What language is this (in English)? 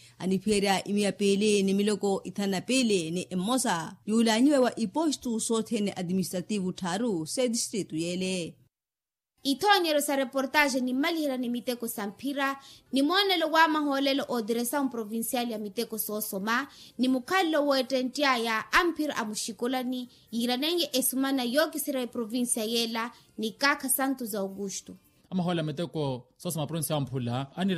Makhuwa